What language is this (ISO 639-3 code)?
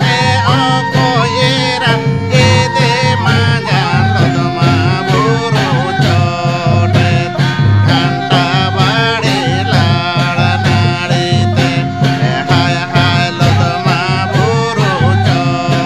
sat